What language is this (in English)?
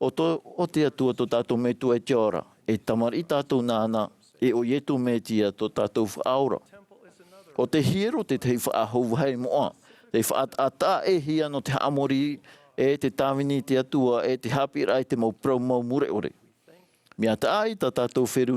Tahitian